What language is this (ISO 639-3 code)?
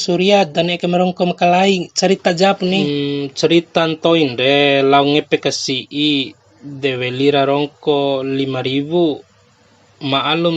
bhp